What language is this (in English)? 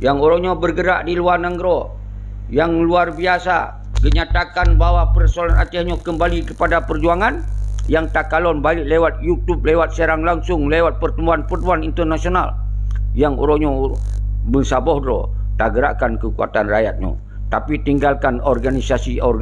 Achinese